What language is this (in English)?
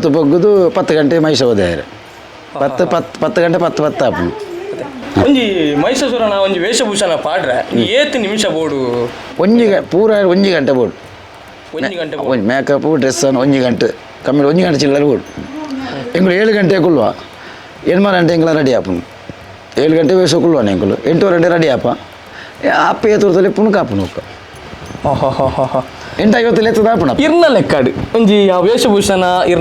Tulu